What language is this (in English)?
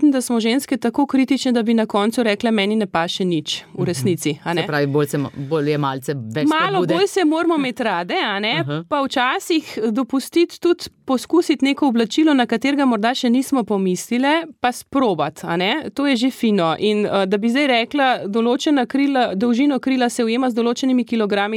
Slovenian